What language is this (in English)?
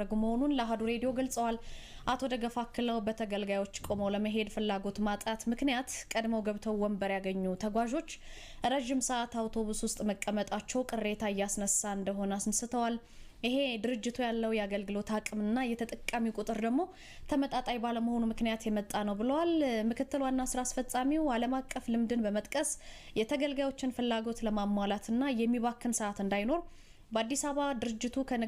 Amharic